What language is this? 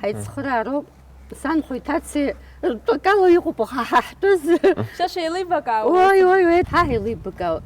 Abkhazian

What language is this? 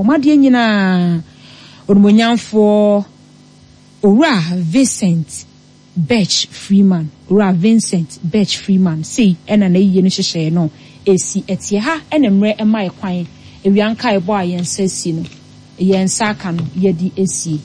Akan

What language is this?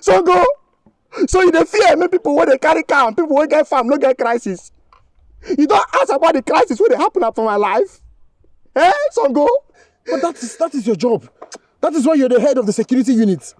Nigerian Pidgin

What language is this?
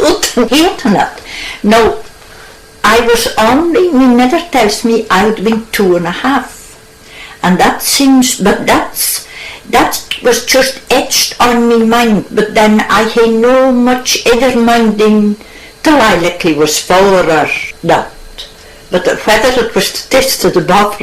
Scots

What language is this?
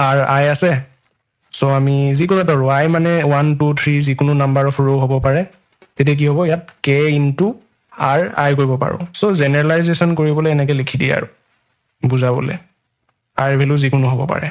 Assamese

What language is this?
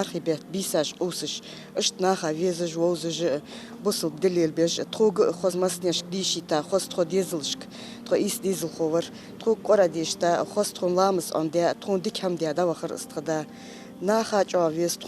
Ingush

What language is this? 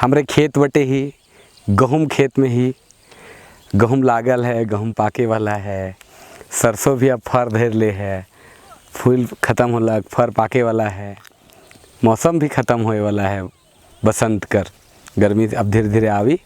Sadri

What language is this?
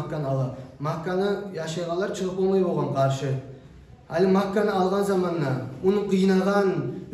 Kumyk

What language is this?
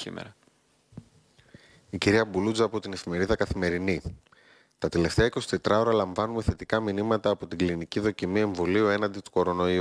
Greek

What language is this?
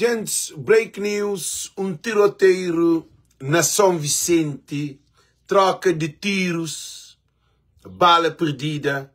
Kabuverdianu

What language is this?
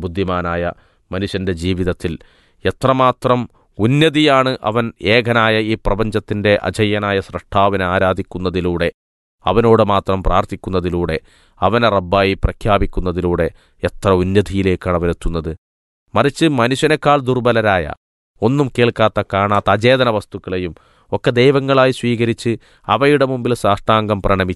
Malayalam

